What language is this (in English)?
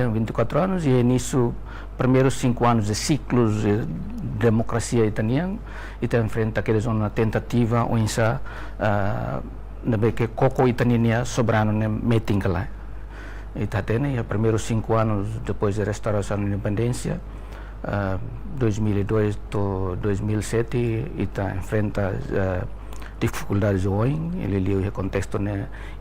Tetum